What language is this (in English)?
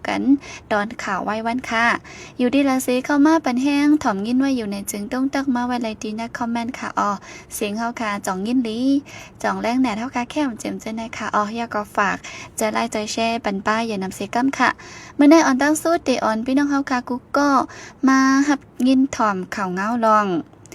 Shan